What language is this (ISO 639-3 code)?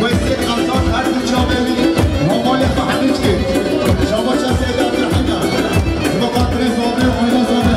kur